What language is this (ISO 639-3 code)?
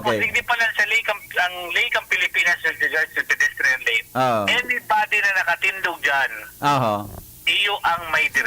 bik